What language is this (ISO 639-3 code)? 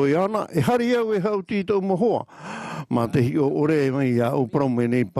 tah